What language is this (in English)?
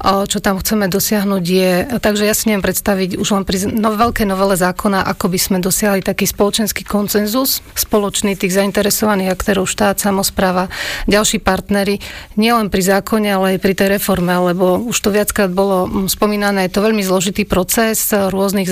Slovak